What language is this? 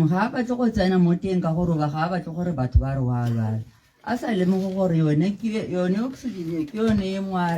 Tswana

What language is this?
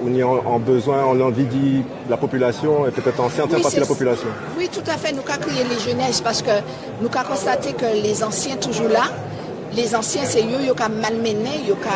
Guadeloupean Creole French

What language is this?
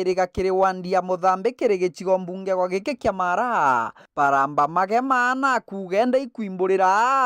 Meru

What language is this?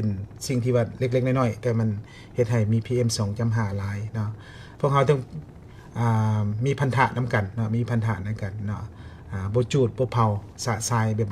Lao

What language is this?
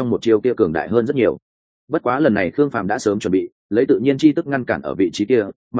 Vietnamese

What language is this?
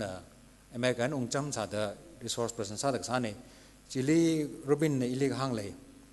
Tangkhul Naga (India)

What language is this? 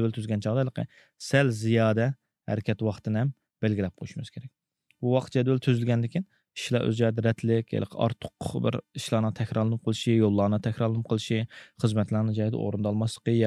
Uyghur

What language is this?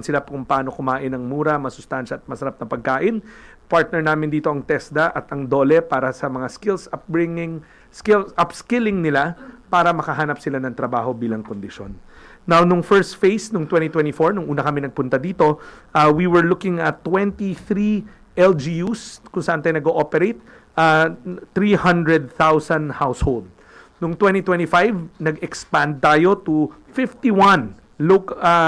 Filipino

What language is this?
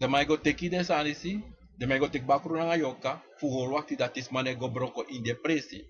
Sranan Tongo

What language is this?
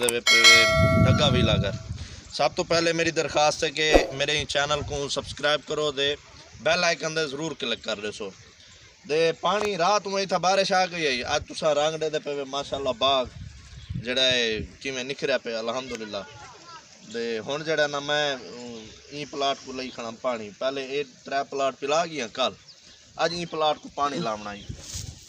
Saraiki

